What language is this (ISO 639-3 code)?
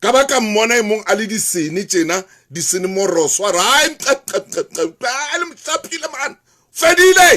sot